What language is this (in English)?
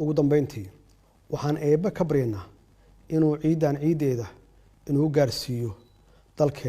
Somali